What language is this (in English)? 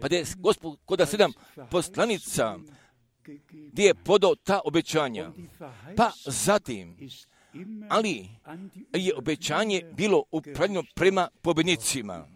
Croatian